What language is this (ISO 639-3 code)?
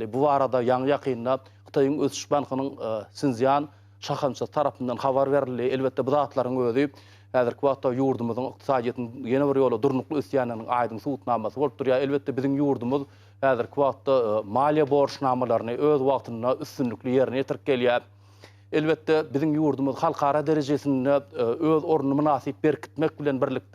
tuk